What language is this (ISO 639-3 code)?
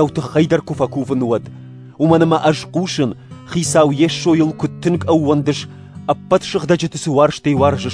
oss